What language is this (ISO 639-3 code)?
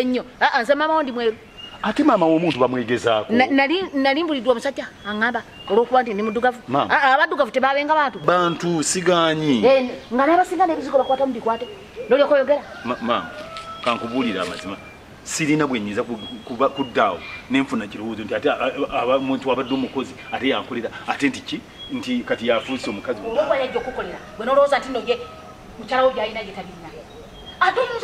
lug